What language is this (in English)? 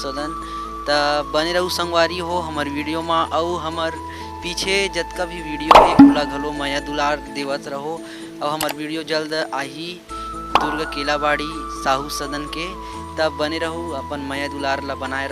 Chhattisgarhi